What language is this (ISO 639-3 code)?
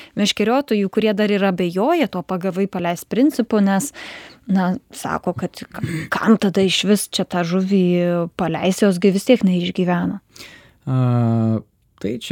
lit